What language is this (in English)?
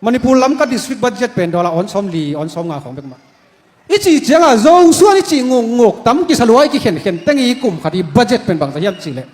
Tedim Chin